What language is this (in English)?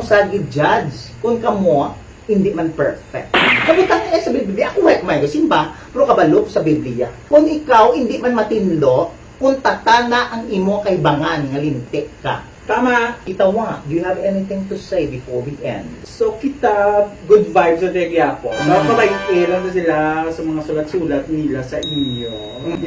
Hiligaynon